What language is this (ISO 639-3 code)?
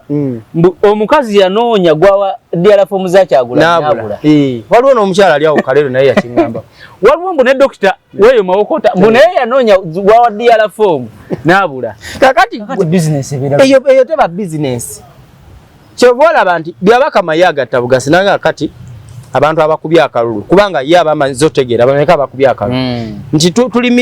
lug